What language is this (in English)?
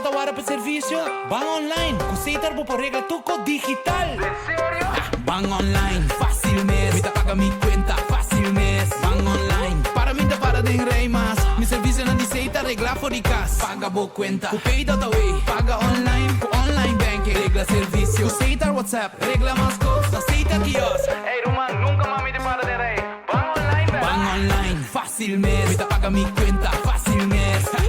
Papiamento